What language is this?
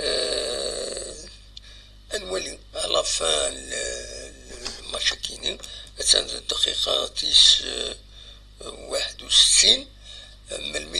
Kabyle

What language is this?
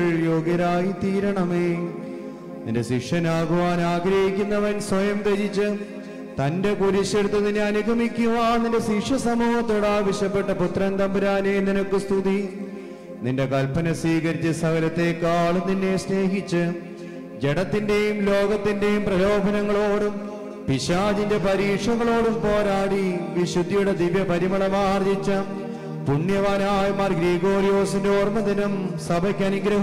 Malayalam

